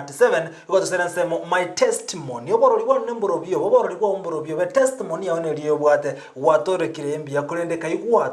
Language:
Gusii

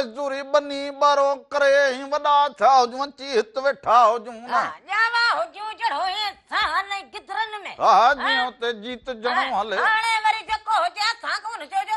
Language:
Sindhi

